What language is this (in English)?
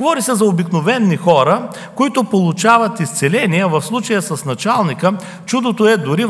Bulgarian